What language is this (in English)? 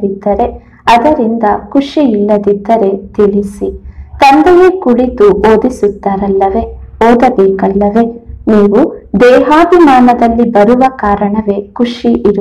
Kannada